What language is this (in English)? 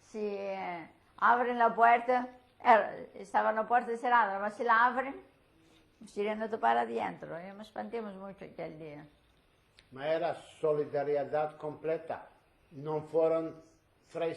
Ladino